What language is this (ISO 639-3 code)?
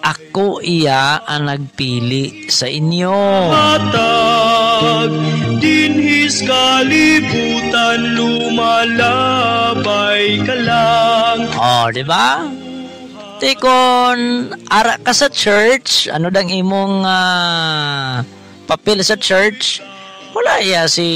hil